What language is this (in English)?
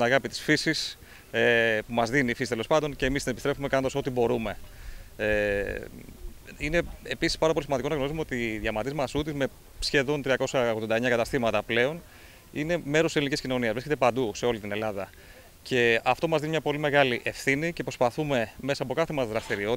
Greek